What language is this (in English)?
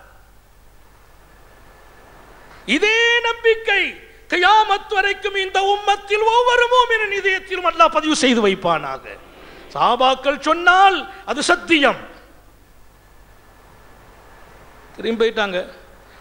Tamil